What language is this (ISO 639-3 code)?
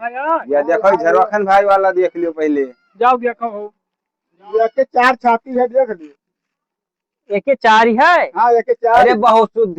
awa